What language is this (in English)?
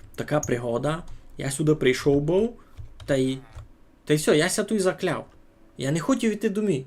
Rusyn